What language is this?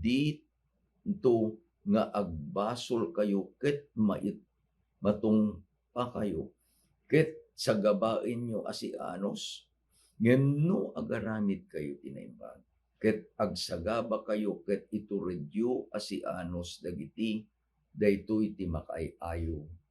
Iloko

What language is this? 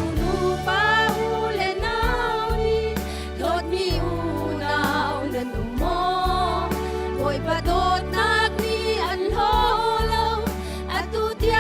Hakha Chin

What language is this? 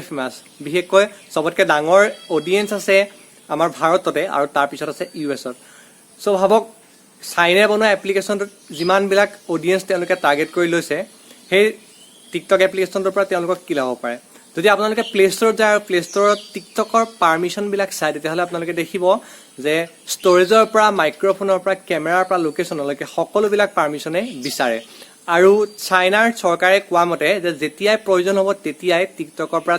Assamese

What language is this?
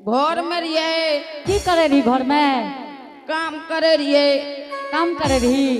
Angika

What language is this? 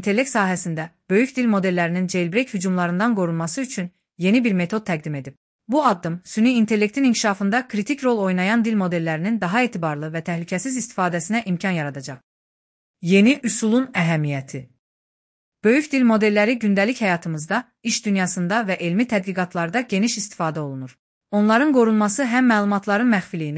Azerbaijani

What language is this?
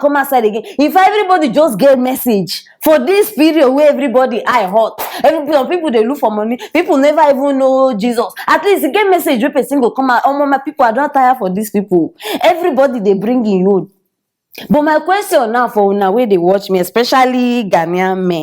Nigerian Pidgin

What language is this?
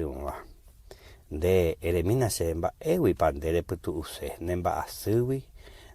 Guarani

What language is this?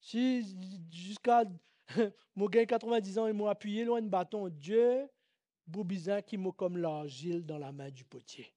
Morisyen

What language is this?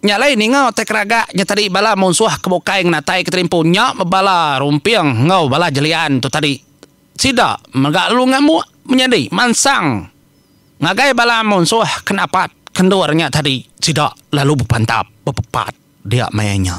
Iban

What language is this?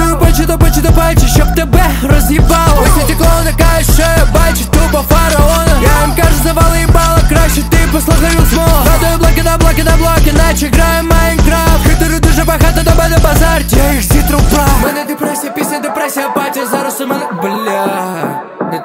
Ukrainian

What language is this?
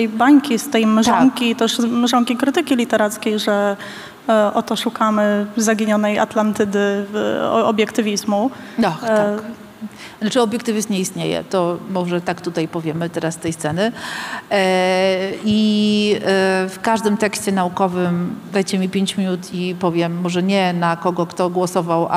Polish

